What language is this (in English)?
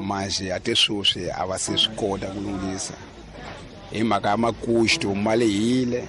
Tsonga